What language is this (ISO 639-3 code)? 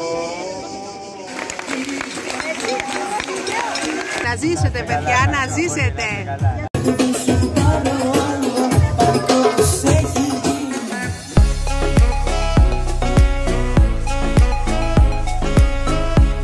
ell